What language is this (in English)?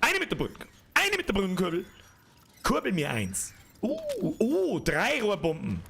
Bavarian